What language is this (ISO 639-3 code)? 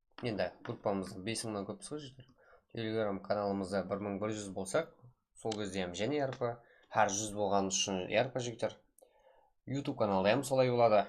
kaa